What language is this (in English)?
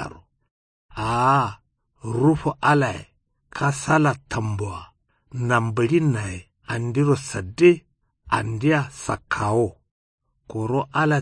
Kanuri